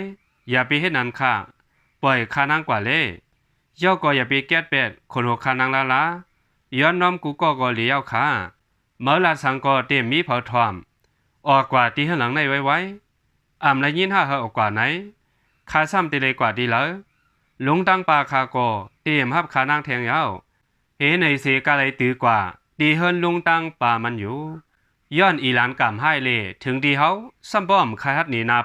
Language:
Shan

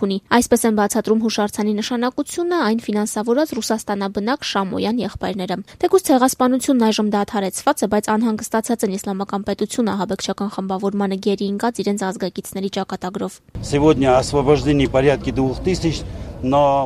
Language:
Armenian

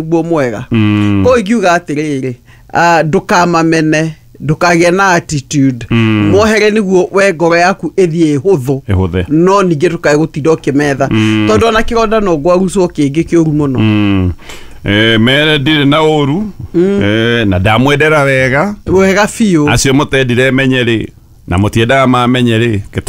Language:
Kikuyu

